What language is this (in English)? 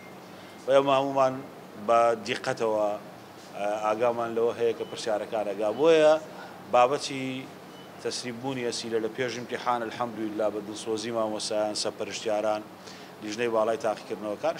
Central Kurdish